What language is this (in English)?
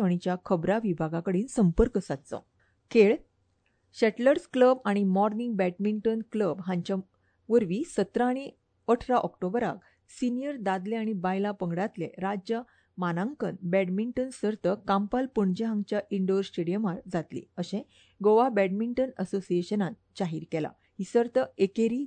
Konkani